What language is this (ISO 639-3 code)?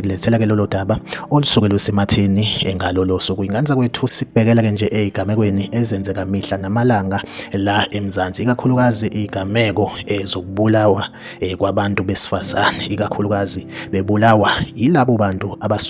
zul